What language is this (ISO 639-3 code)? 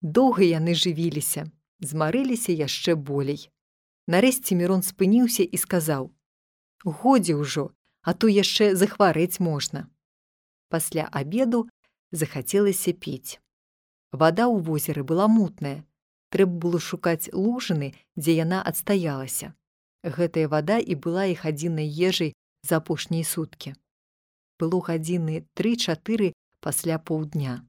bel